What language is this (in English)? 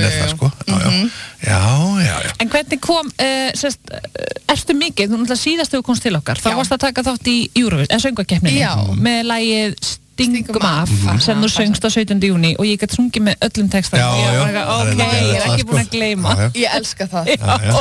Icelandic